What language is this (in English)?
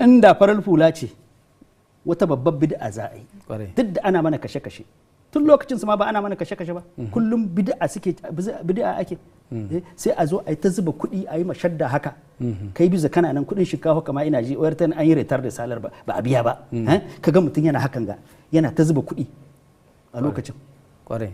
Hausa